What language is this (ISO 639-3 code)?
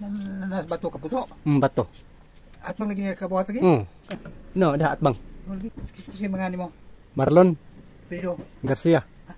ceb